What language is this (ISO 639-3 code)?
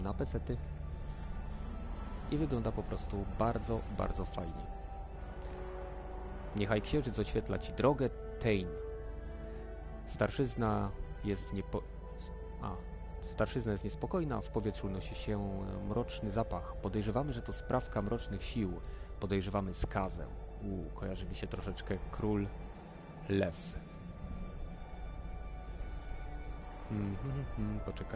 pol